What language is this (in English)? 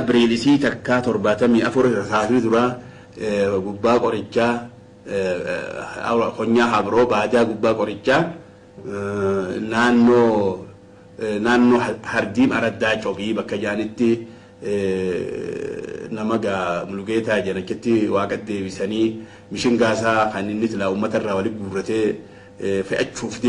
Oromo